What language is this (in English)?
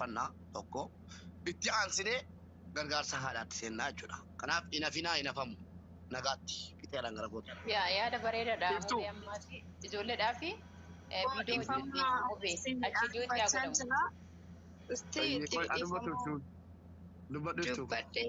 Oromo